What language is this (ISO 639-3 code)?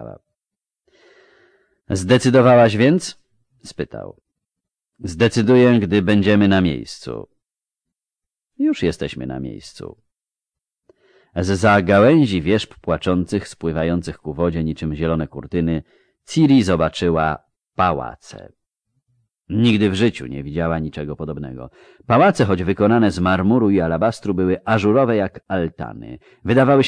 pol